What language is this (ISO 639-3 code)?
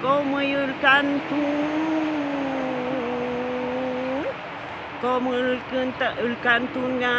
arn